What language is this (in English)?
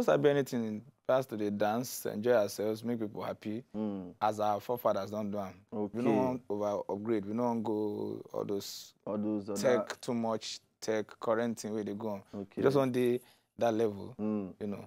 Nigerian Pidgin